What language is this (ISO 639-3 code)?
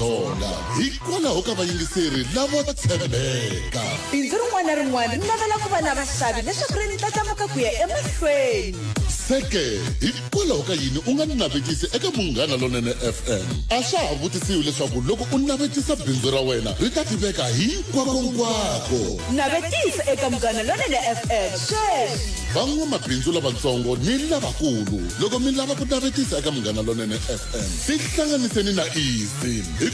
tso